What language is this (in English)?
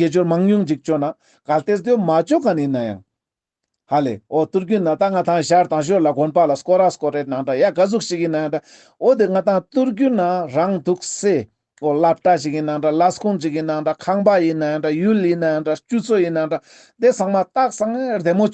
Ladakhi